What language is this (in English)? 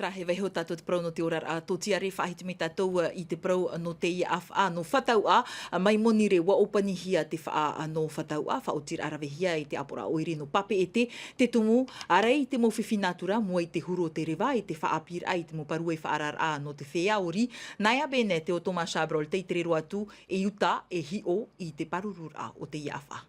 Tahitian